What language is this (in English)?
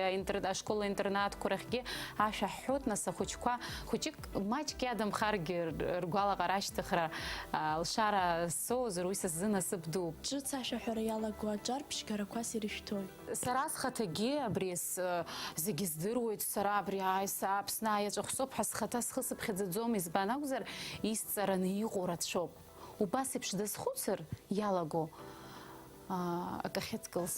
Abkhazian